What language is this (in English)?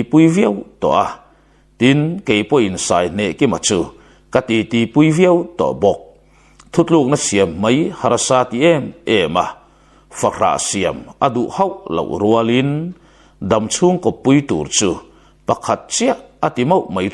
Mizo